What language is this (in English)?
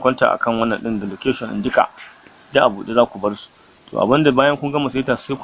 Hausa